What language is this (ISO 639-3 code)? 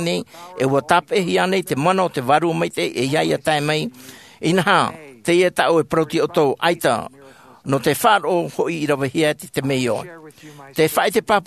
tah